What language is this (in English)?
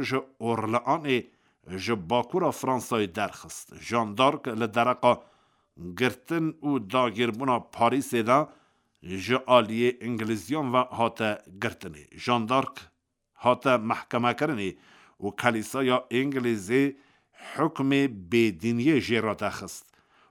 Kurdish